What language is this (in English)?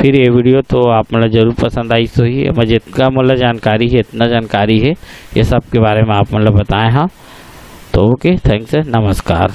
Chhattisgarhi